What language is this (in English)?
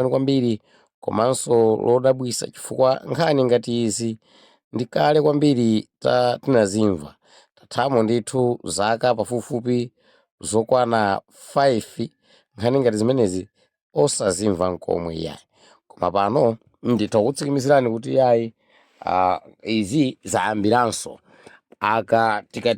Nyanja